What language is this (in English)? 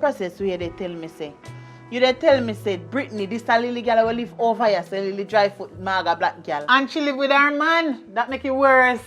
Jamaican Creole English